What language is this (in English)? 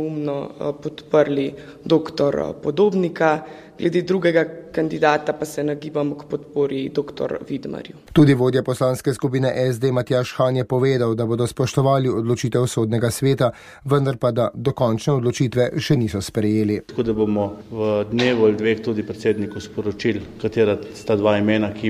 Slovenian